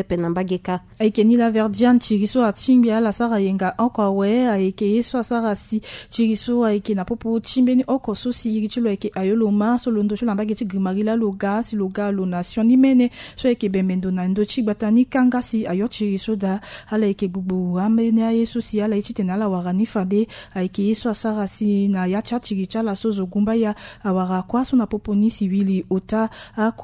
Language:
Sango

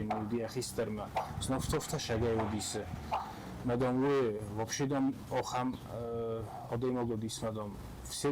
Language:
Ossetic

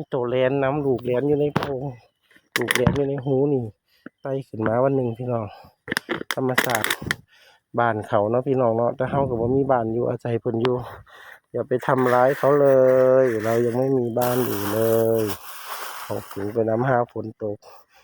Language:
Northeastern Thai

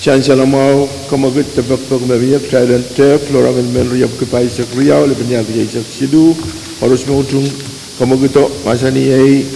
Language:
Pohnpeian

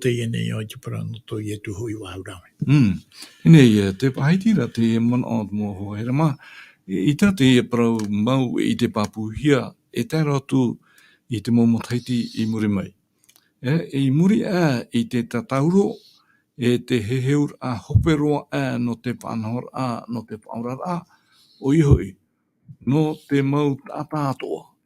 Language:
Tahitian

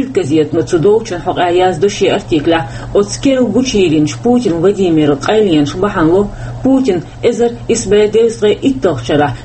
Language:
Chechen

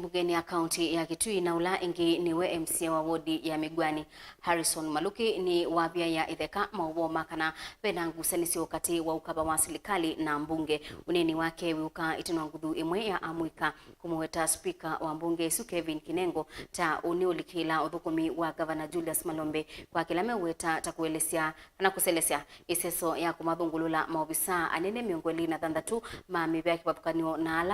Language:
Kamba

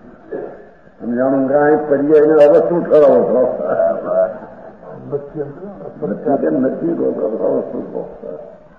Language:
Gujarati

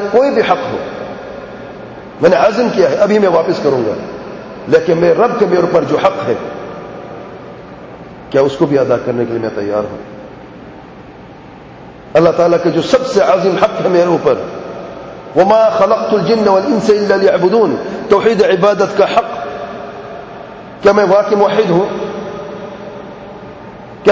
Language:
Urdu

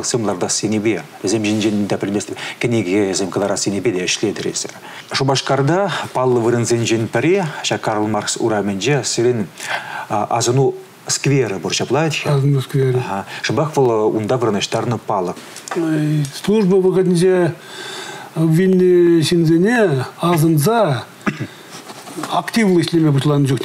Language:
Chuvash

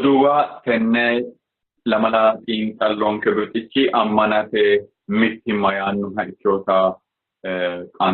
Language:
Sidamo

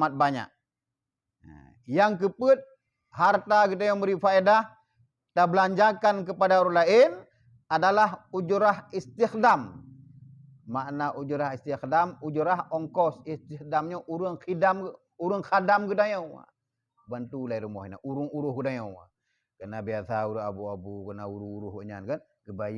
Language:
Achinese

